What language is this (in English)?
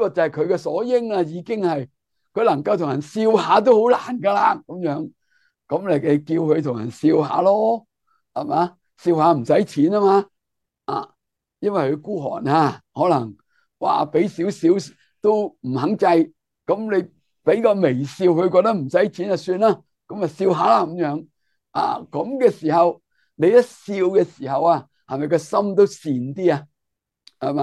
Cantonese